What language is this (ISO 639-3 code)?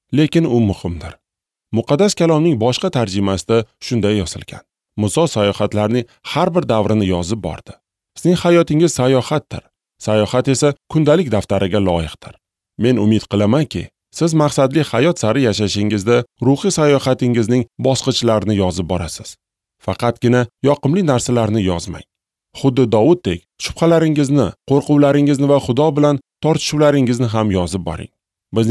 uzb